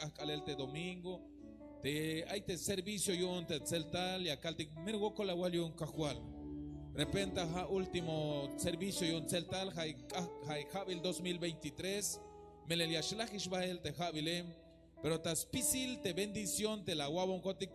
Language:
Tzeltal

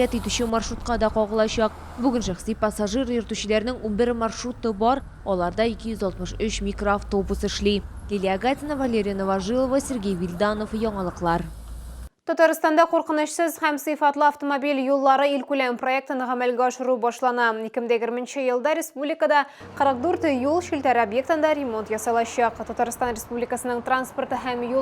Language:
Tatar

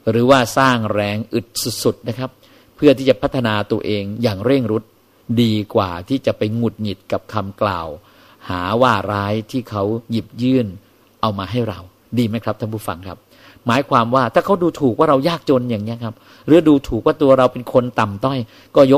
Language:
Thai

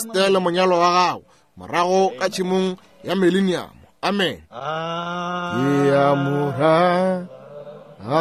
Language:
Northern Sotho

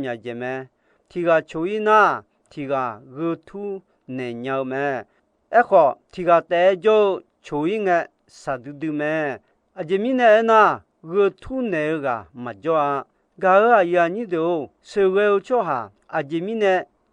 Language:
Akha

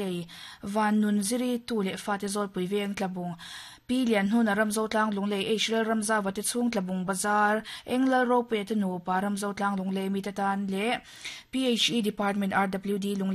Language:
Mizo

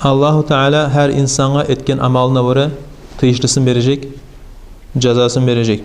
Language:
Kumyk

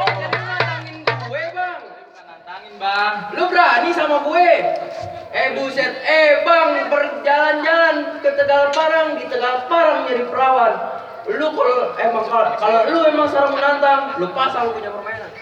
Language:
Betawi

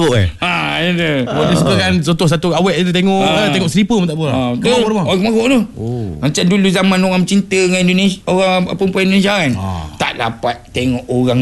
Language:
Malay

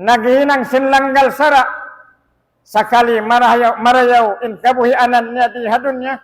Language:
Tausug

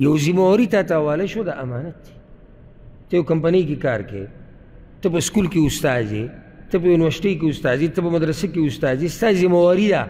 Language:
Pashto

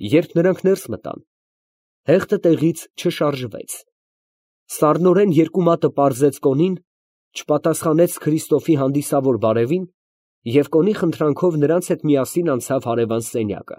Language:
Armenian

